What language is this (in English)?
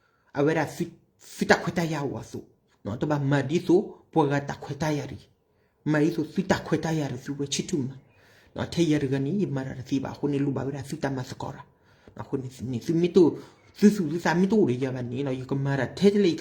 S'gaw Karen